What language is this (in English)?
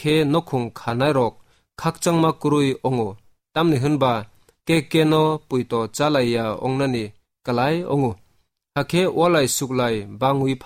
Kok Borok